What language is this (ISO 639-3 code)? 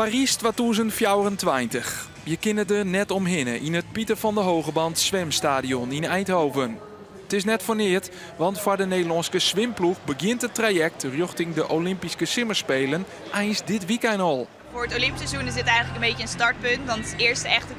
fry